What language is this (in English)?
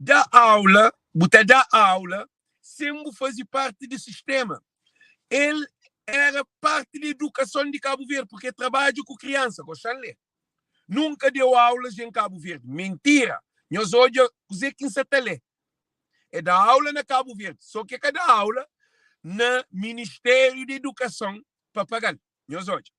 Kabuverdianu